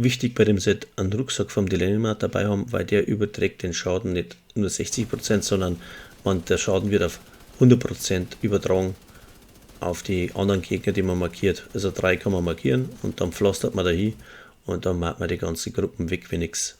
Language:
Bavarian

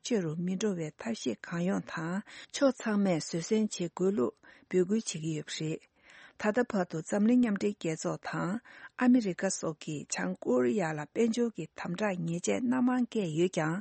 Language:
Tibetan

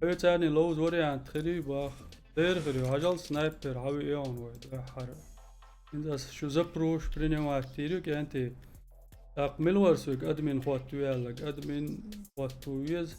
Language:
Chechen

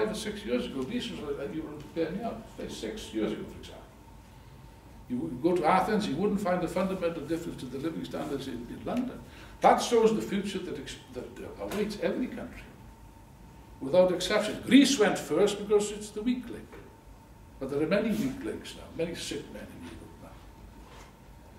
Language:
English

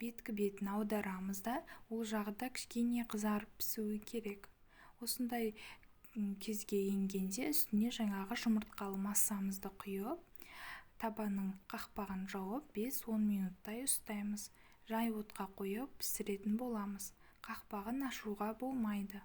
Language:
Kazakh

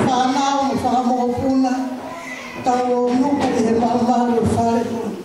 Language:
Tongan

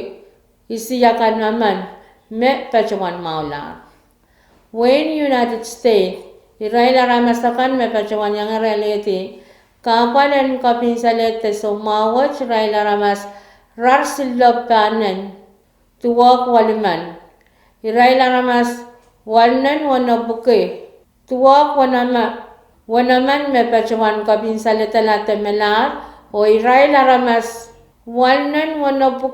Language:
Pohnpeian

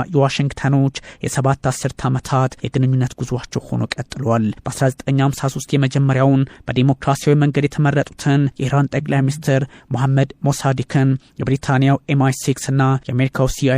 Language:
Amharic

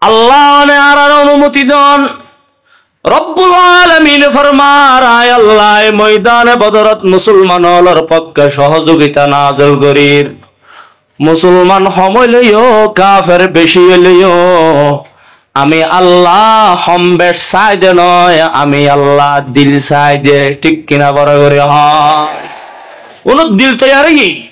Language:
Rohingya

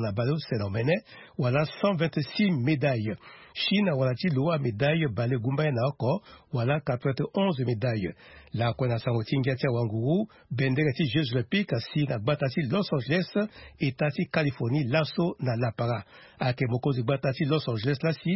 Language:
Sango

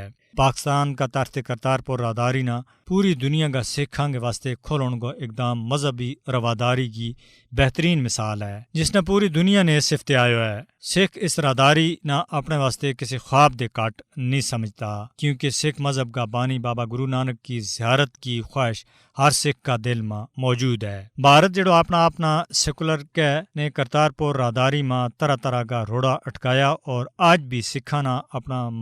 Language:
Gujari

